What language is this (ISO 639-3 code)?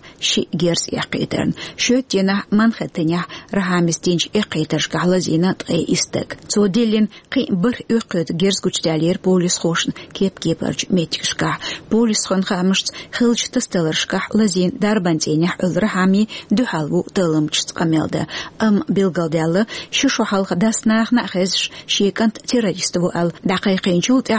che